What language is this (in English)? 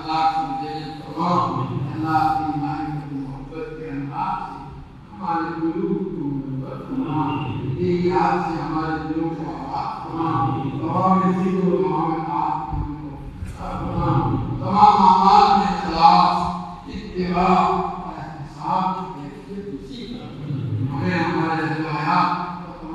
Urdu